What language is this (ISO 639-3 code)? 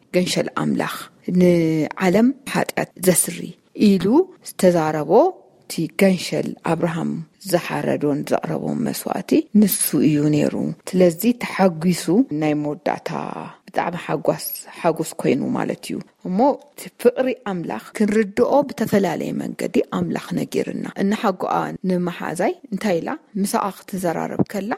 tir